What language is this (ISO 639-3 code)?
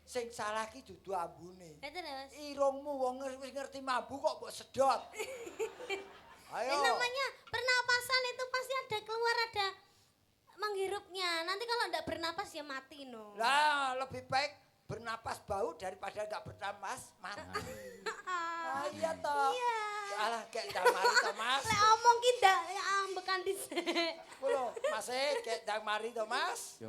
jav